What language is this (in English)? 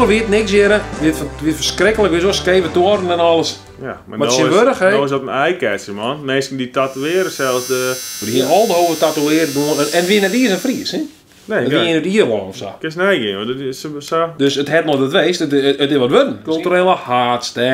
Western Frisian